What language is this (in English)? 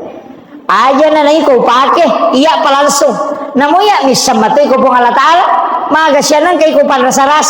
Buginese